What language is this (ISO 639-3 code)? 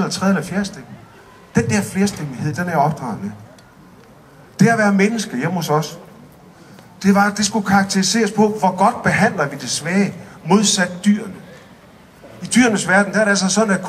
dan